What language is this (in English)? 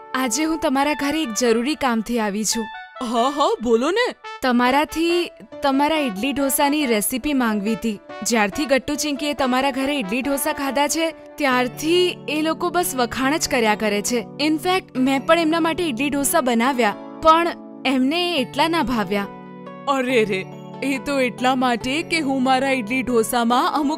Gujarati